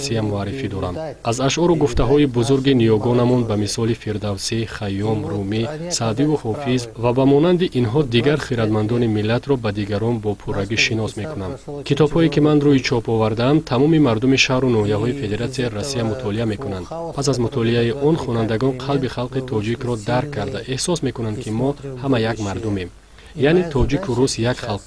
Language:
Tajik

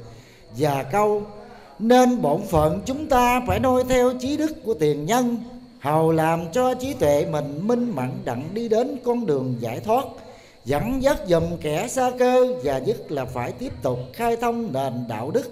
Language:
Vietnamese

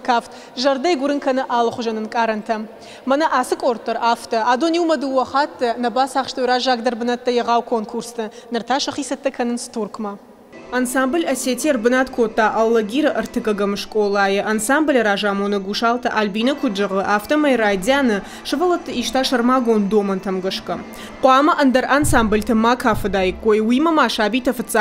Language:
Ossetic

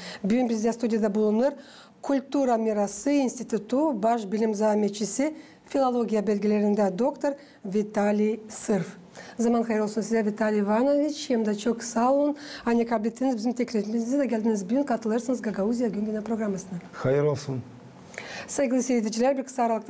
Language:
Gagauz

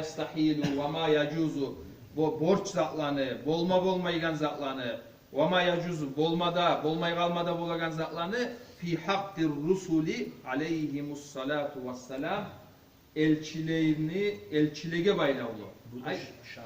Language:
Kumyk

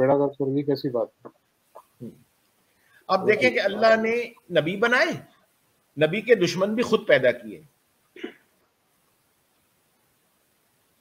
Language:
Urdu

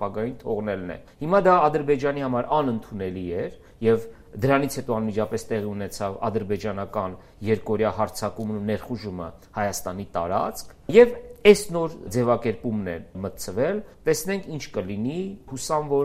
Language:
Armenian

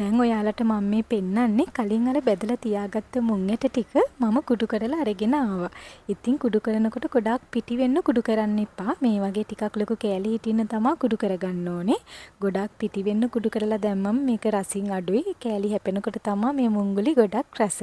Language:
Sinhala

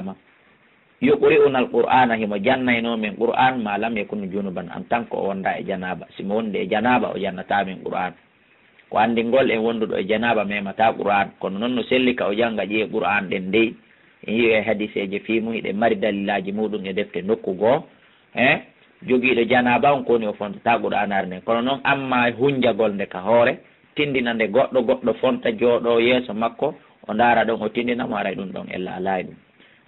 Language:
Fula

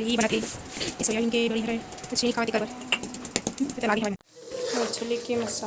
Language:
Chhattisgarhi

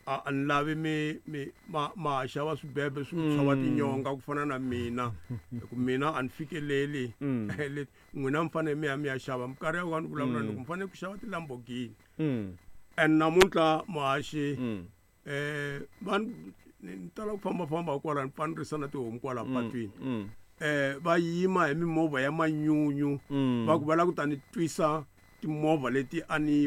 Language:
Tsonga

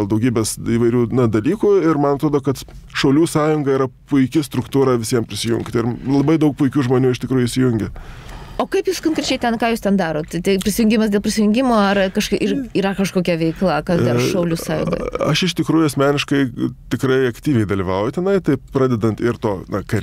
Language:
Lithuanian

